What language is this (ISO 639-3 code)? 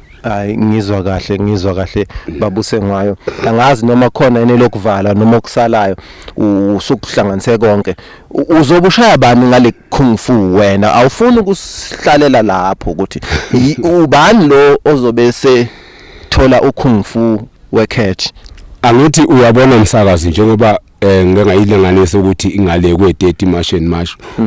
zul